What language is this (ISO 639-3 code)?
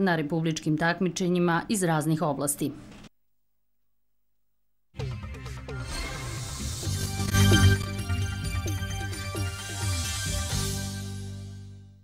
srp